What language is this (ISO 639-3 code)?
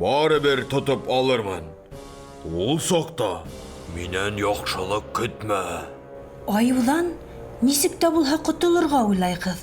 bak